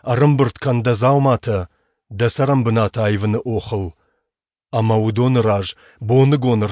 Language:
Ossetic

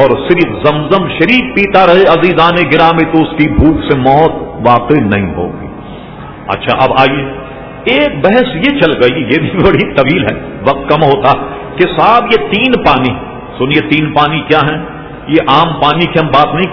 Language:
Urdu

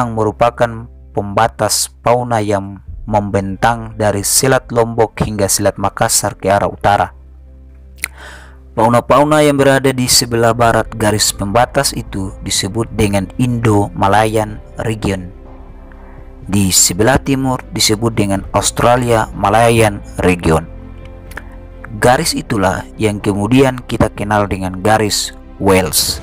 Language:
Indonesian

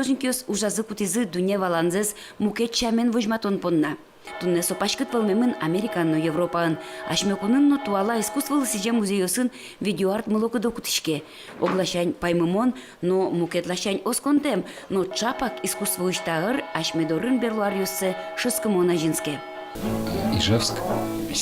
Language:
Udmurt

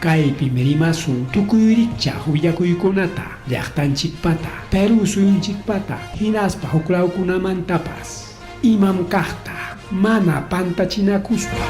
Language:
Ayacucho Quechua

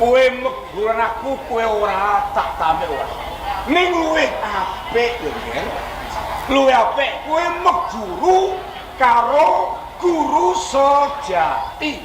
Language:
Javanese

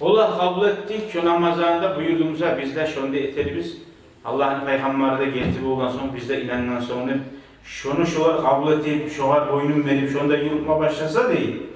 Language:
Kumyk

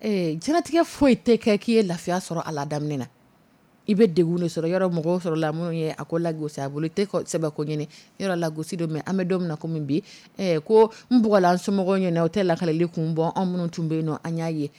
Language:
Dyula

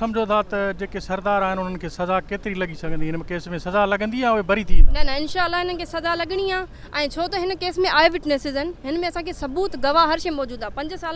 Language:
Sindhi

